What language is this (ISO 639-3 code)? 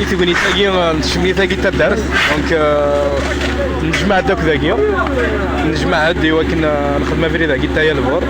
kab